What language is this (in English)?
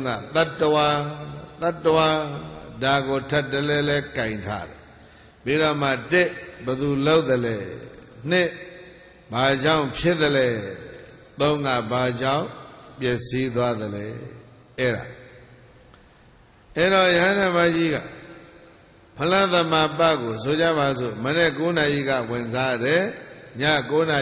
Burmese